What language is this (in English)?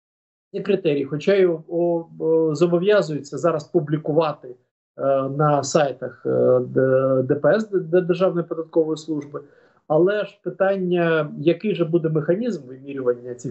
Ukrainian